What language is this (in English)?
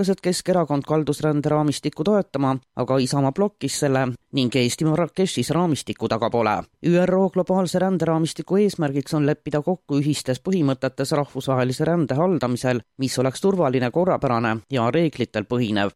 Estonian